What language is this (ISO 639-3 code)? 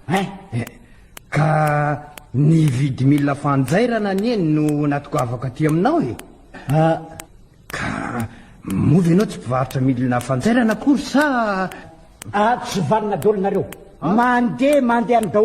mlg